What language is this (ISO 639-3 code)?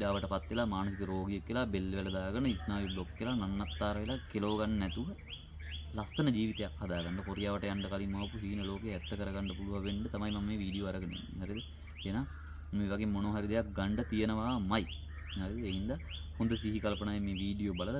sin